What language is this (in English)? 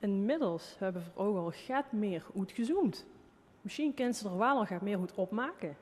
Limburgish